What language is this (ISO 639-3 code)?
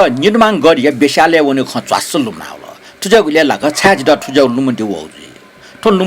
new